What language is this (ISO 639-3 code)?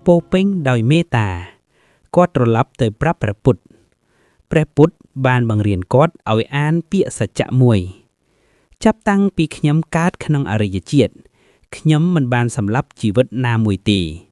khm